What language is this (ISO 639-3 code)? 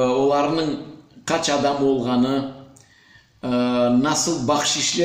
crh